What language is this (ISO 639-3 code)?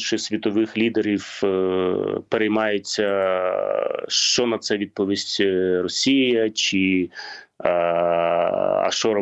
ukr